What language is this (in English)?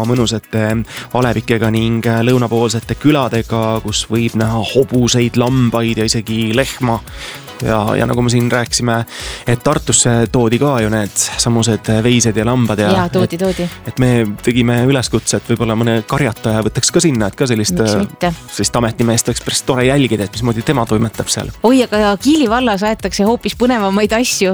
Estonian